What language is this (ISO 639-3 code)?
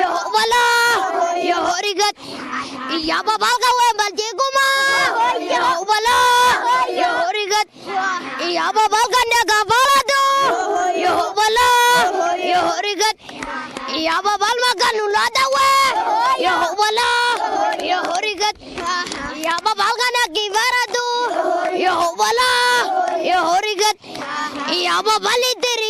orm